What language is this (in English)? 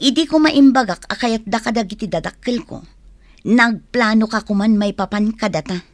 Iloko